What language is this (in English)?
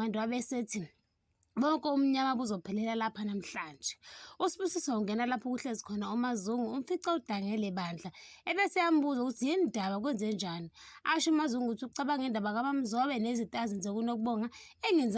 Zulu